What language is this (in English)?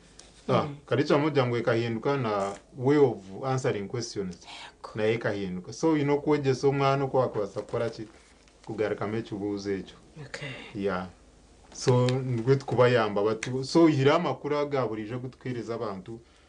Nyankole